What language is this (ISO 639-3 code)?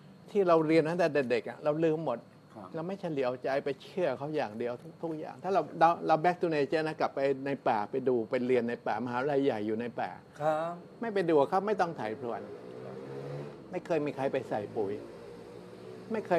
tha